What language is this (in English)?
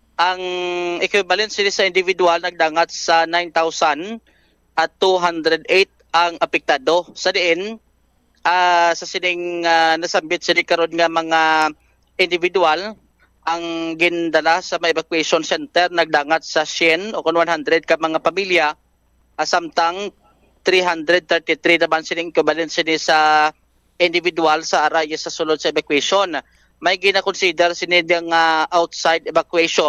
Hiligaynon